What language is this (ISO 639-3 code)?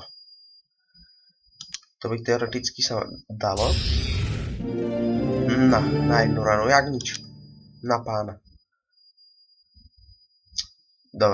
slk